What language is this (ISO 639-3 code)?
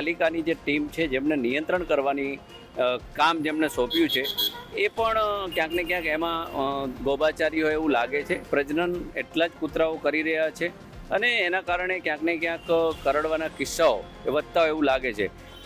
guj